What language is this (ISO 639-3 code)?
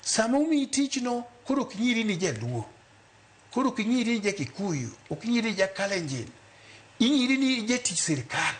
luo